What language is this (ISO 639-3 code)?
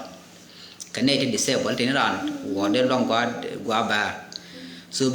nus